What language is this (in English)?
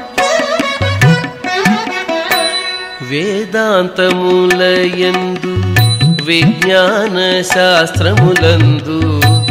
Telugu